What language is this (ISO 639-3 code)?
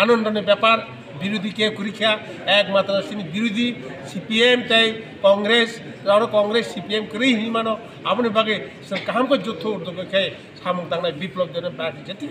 trp